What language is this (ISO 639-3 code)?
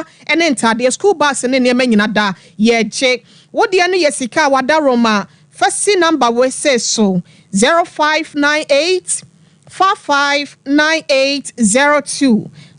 aka